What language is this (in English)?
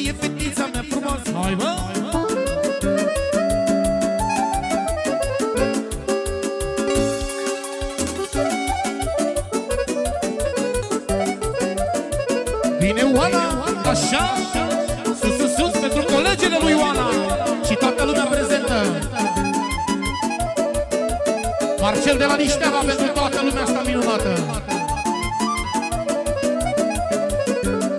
Romanian